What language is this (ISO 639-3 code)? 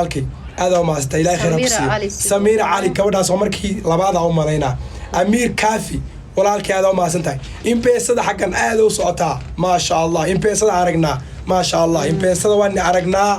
som